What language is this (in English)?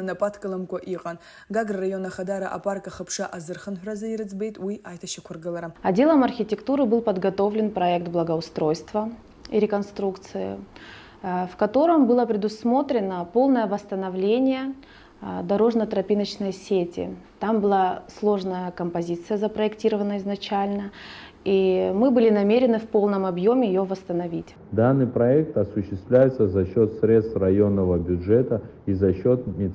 Abkhazian